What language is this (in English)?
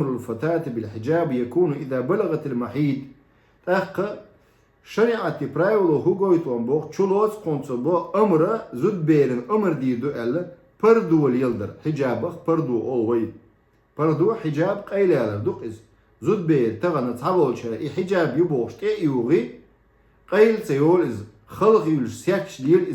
Chechen